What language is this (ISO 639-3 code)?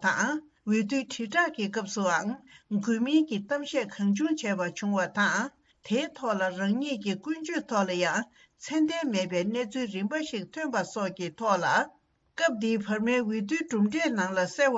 bod